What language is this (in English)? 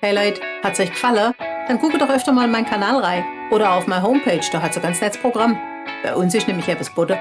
Swabian